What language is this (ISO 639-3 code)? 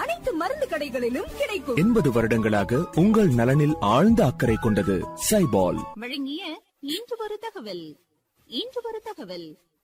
tam